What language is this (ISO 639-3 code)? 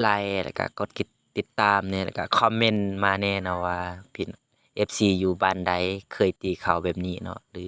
lao